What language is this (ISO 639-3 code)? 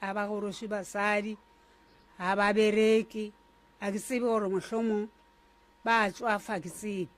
nso